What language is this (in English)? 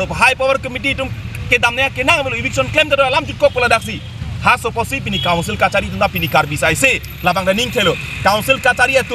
Karbi